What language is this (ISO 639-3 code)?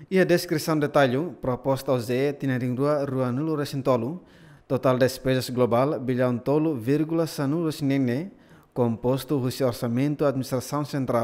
tet